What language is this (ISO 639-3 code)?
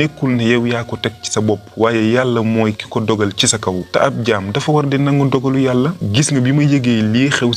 wol